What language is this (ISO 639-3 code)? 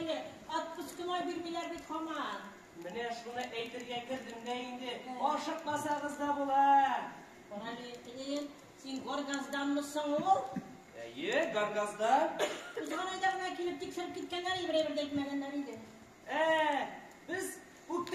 tat